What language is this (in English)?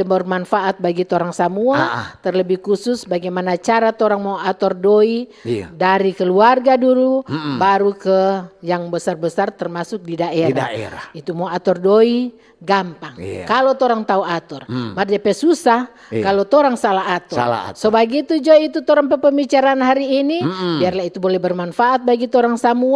Manado Malay